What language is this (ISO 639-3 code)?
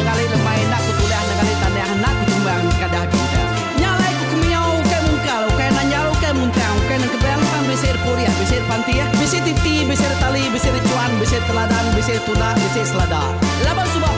iba